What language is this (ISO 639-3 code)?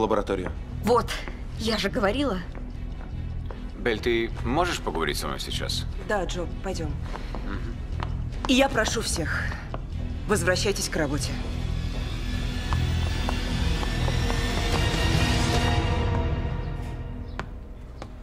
rus